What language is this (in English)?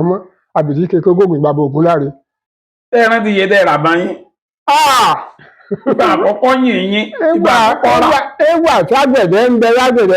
Yoruba